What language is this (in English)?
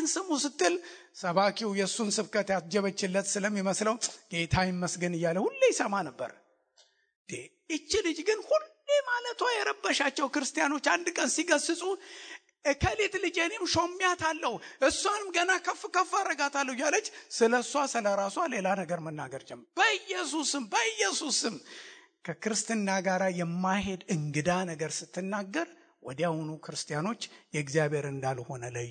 Amharic